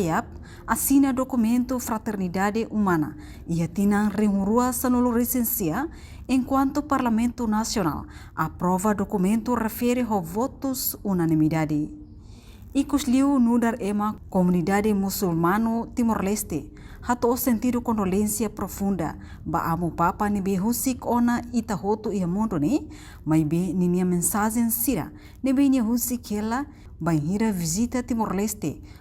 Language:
Tetum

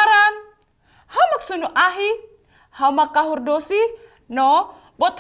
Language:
Tetum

